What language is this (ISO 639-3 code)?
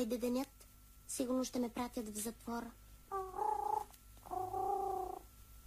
bul